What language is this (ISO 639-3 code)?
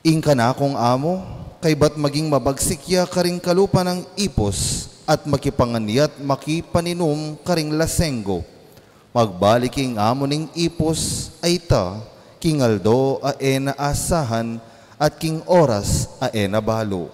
pam